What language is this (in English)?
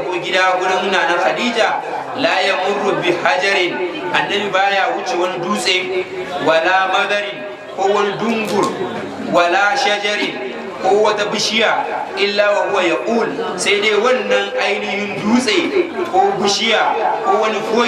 Hausa